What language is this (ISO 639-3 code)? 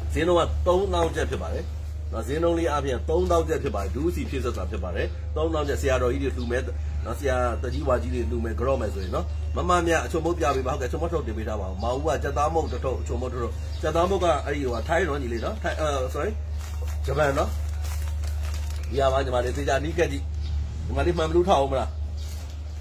mya